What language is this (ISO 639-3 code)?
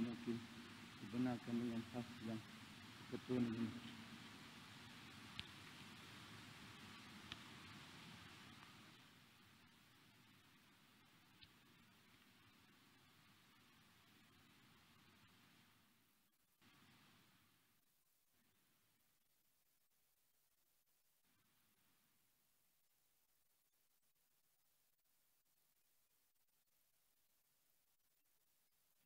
msa